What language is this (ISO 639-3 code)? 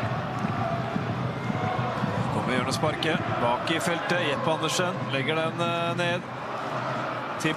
nor